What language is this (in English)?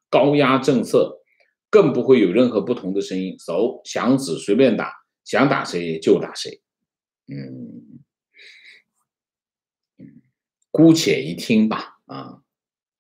Chinese